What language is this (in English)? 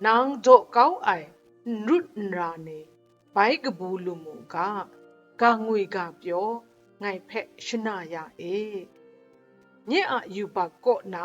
Kachin